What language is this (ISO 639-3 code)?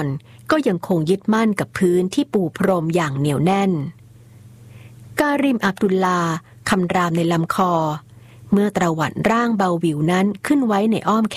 tha